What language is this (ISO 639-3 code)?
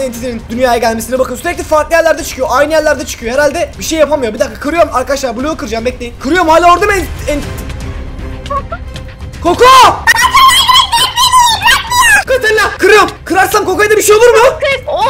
tur